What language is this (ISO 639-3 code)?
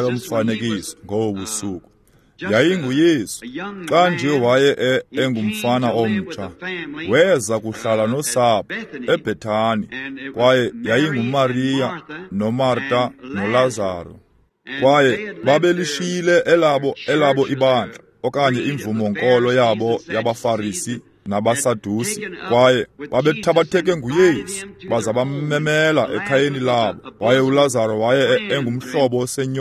xho